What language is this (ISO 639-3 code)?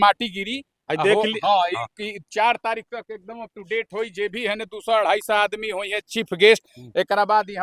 bho